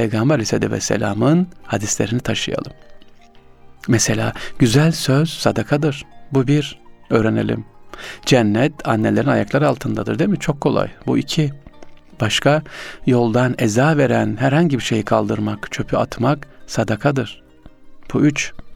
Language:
Turkish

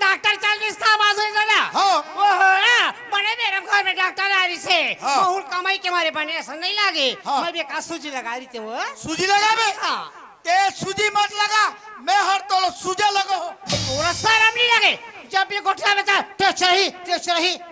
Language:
Chhattisgarhi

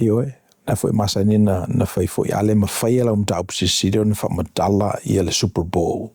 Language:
Samoan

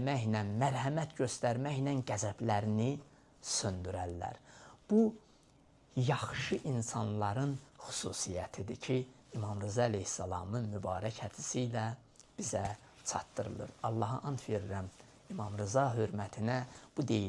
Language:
Azerbaijani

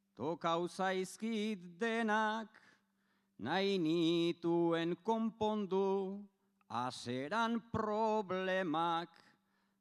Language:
Basque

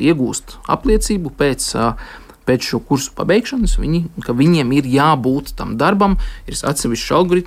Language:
Latvian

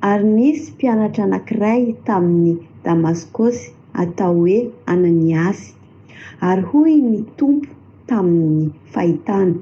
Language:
Malagasy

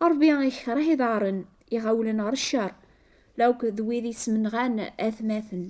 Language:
Kabyle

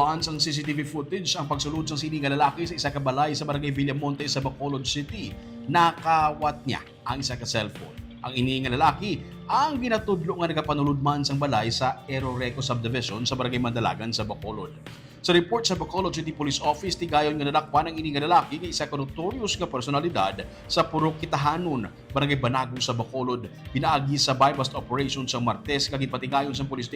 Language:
Hiligaynon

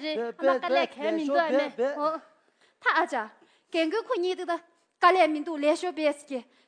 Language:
Tibetan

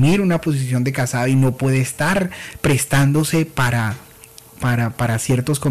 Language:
Spanish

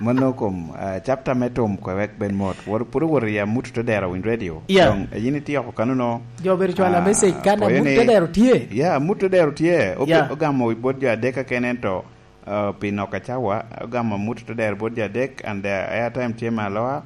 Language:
Lango (Uganda)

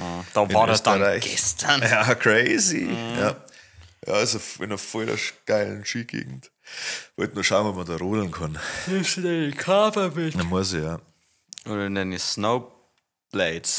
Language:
Bavarian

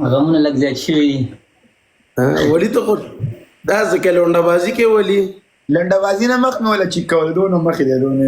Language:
Pashto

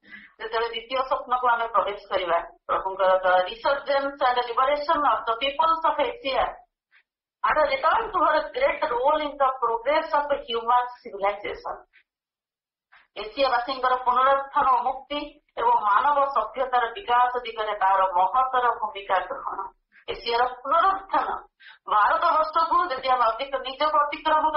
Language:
Odia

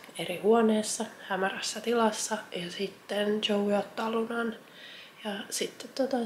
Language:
Finnish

